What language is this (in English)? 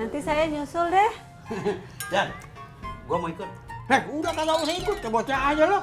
Betawi